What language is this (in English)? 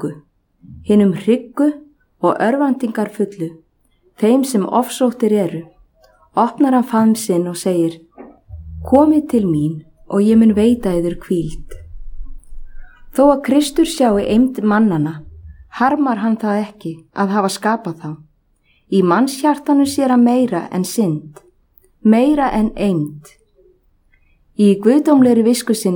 Icelandic